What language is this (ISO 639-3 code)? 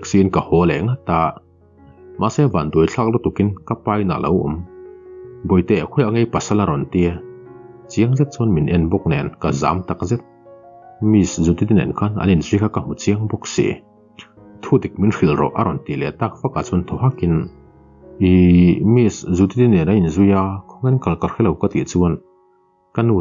lus